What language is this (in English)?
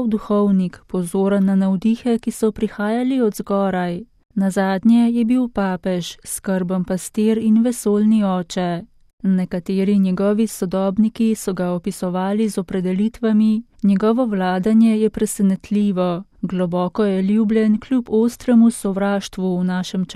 Slovenian